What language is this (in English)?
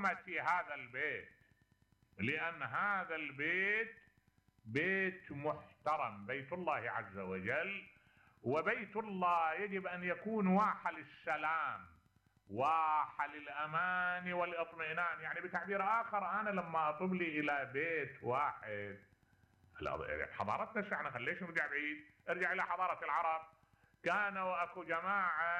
Mesopotamian Arabic